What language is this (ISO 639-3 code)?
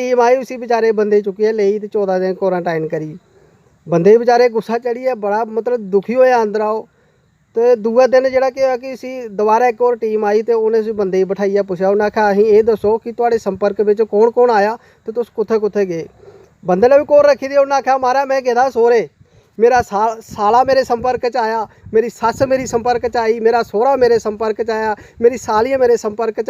doi